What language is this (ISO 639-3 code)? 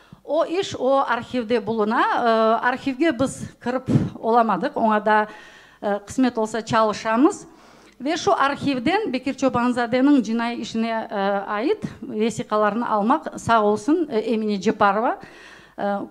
crh